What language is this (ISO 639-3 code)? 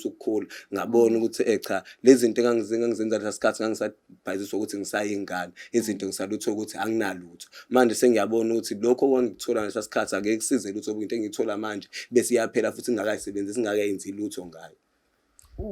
zul